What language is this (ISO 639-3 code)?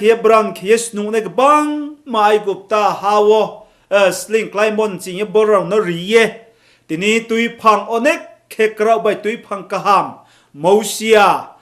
ria